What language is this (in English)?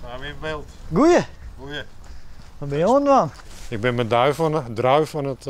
Western Frisian